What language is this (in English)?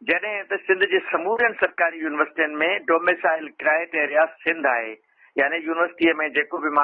Sindhi